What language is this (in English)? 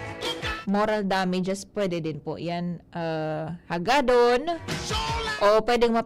Bikol